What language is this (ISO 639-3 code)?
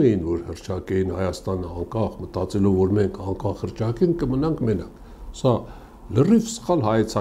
hye